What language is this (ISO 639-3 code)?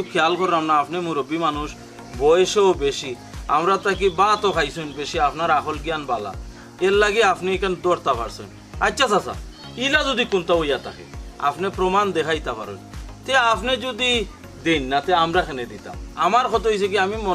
syl